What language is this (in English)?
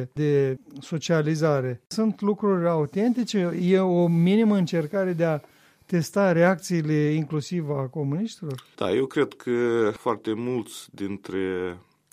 Romanian